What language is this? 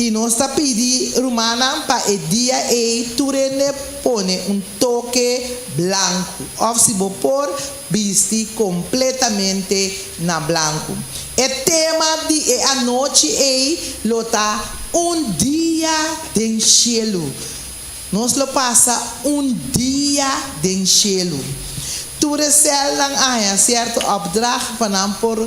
Papiamento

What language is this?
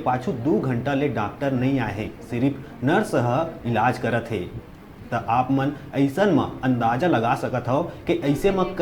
Chhattisgarhi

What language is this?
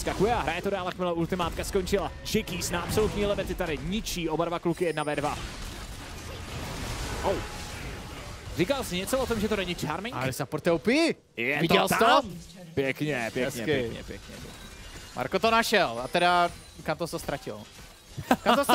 Czech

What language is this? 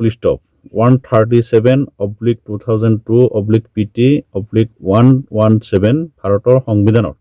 Assamese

